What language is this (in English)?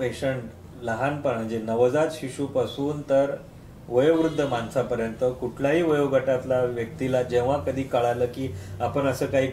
Marathi